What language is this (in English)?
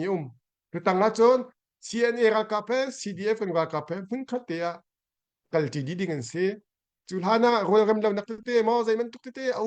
Hakha Chin